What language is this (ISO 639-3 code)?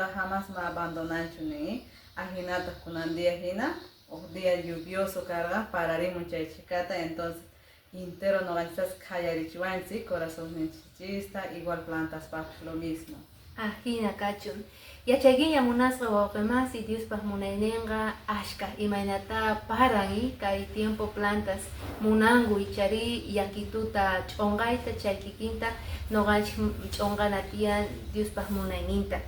que